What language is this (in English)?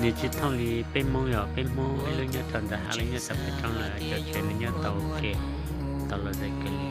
Hmong